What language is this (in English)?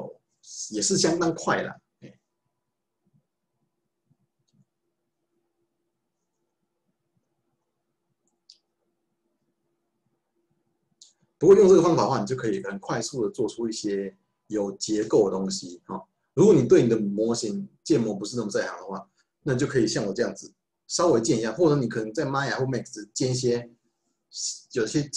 Chinese